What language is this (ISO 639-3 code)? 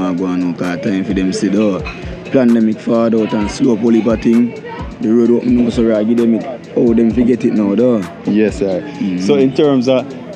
jam